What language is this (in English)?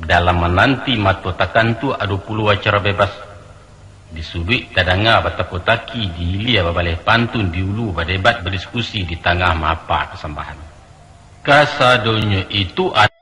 Minangkabau